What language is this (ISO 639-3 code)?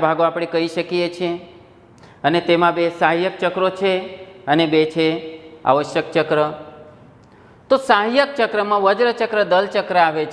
guj